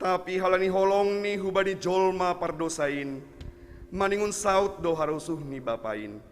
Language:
Batak Simalungun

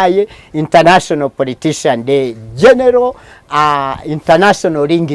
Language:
Kinyarwanda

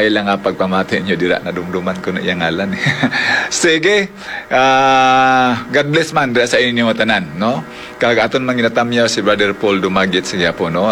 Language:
Hiligaynon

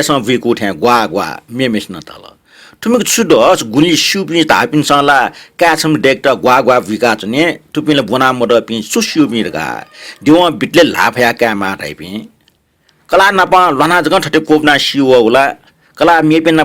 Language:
Newari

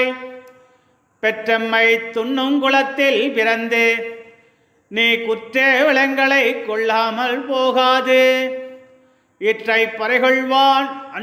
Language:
Tamil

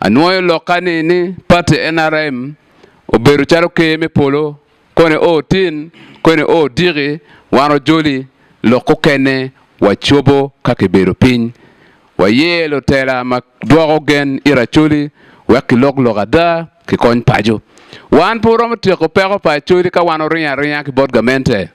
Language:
Acoli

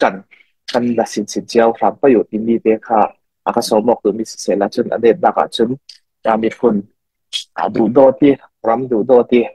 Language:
Falam Chin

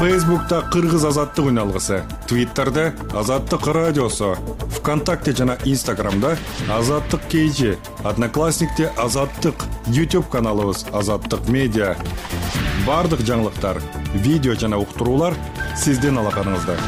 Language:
Kyrgyz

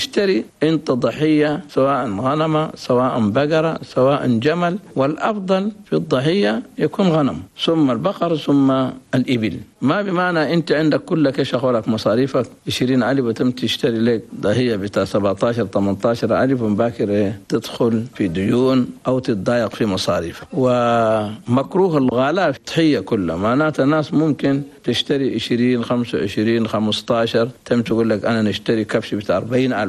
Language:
Chadian Arabic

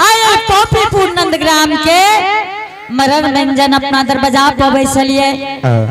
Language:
Angika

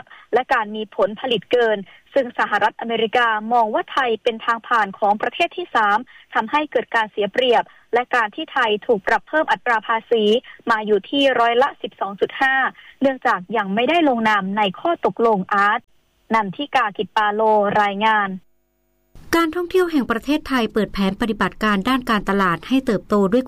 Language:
Thai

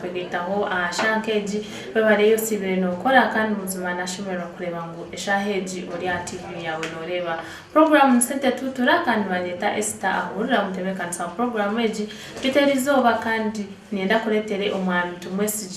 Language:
Nyankole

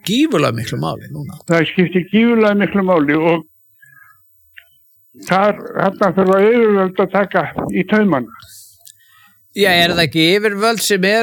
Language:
Icelandic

